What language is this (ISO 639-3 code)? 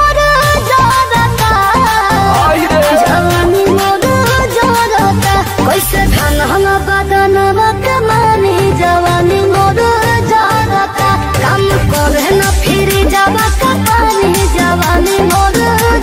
bho